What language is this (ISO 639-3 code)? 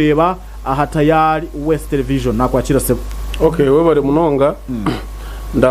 nyn